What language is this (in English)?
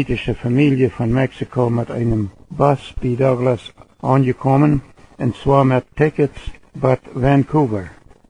Plautdietsch